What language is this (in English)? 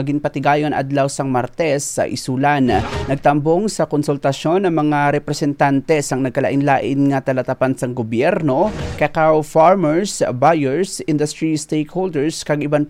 Hiligaynon